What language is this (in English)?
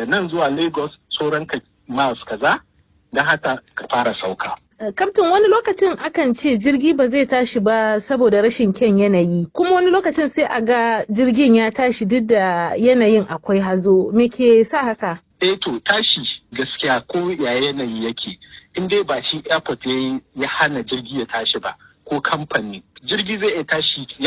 Hausa